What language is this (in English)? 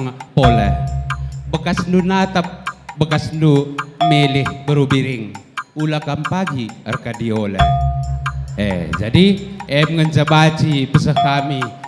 Batak Karo